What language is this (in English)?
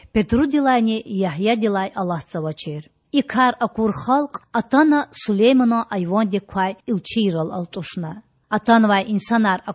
Lezghian